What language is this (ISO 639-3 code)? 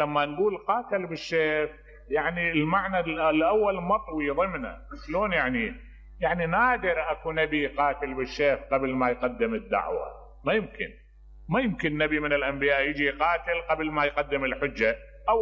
acm